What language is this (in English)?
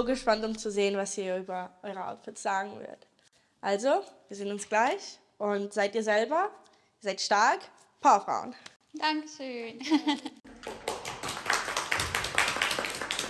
German